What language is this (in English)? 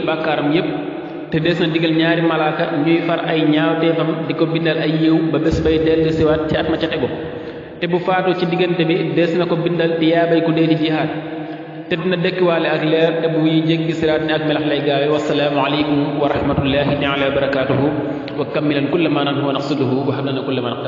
Wolof